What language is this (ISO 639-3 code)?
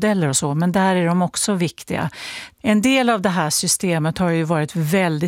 swe